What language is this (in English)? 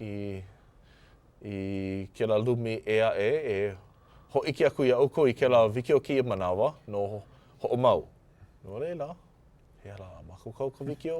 Hawaiian